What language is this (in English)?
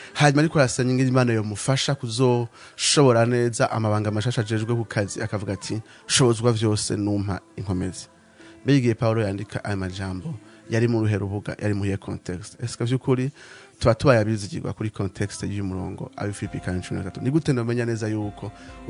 Rundi